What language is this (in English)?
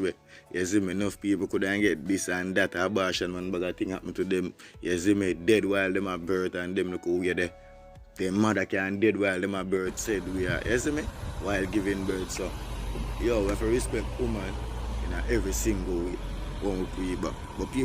Jamaican Creole English